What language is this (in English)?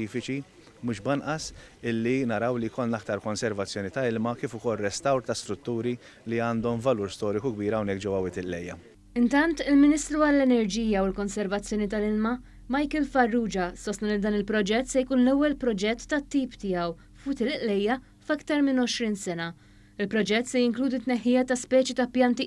Maltese